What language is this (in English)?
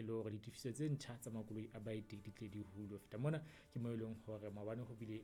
Southern Sotho